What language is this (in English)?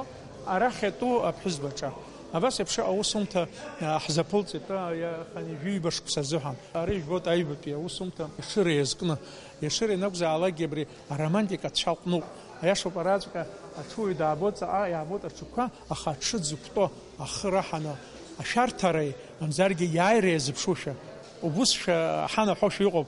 Abkhazian